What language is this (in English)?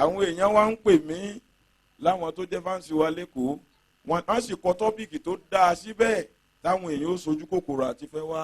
Yoruba